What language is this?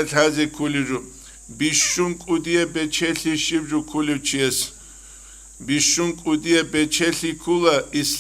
Avaric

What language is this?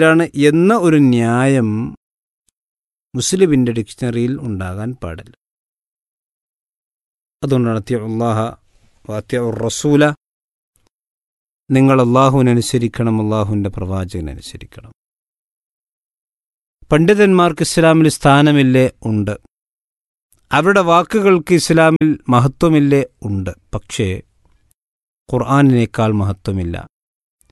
Malayalam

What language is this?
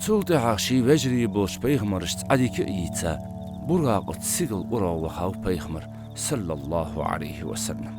Ingush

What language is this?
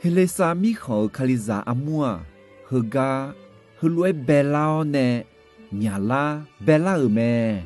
Akha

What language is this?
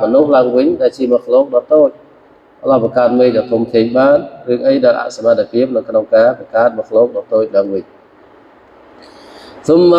Khmer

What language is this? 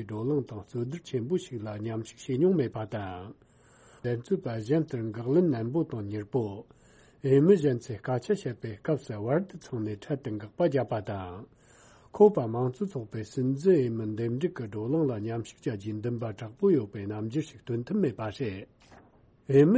Tibetan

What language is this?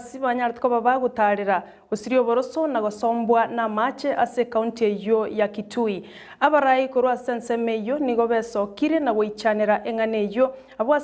Gusii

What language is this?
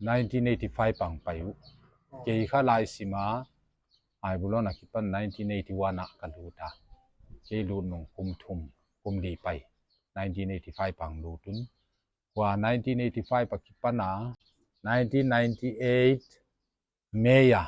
Paite Chin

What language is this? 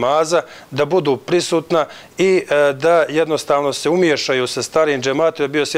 Bosnian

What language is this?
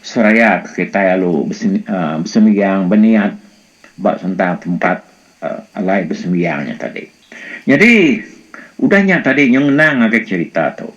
Iban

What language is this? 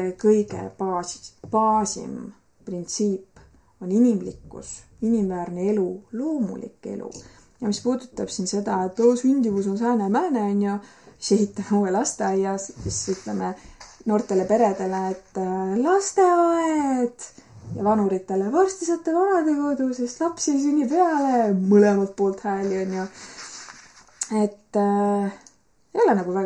Estonian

